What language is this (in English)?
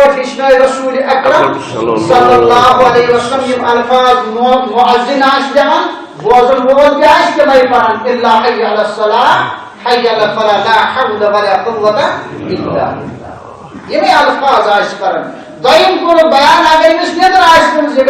Kashmiri